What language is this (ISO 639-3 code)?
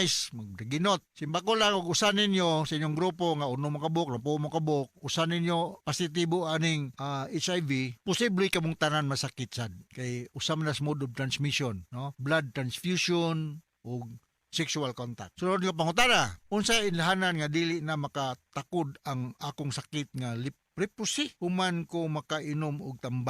ceb